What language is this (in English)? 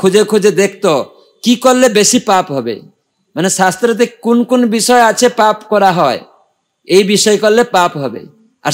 Bangla